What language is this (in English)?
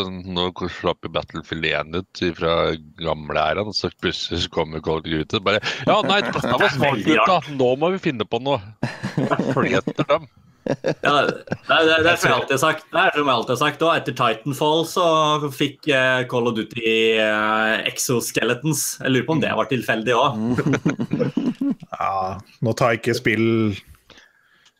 Norwegian